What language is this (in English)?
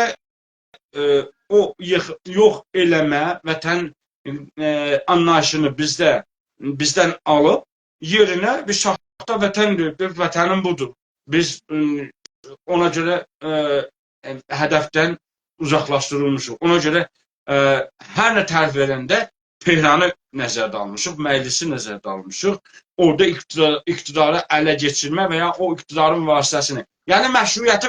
South Azerbaijani